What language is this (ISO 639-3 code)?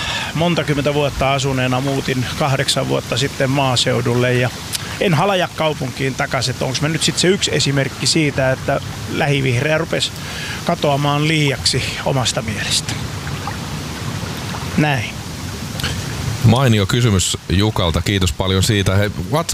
fin